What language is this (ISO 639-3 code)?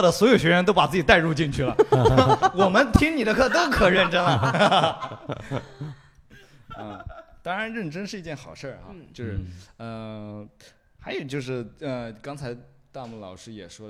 zho